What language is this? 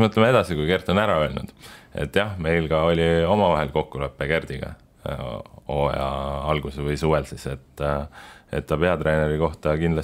Estonian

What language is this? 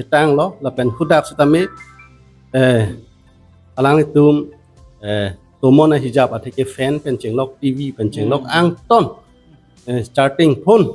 Karbi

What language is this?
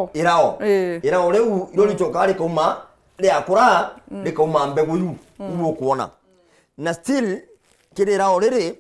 Meru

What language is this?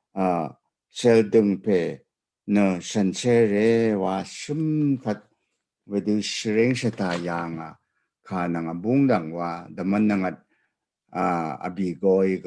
Rawang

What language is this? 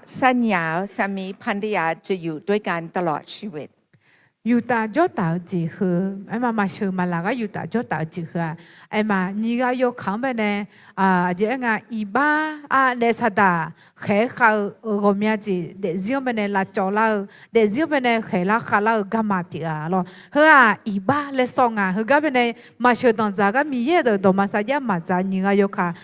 Akha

